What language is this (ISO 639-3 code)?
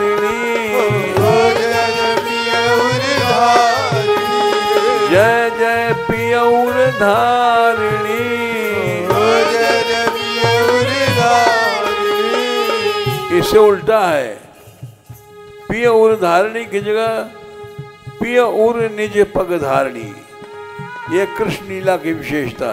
hin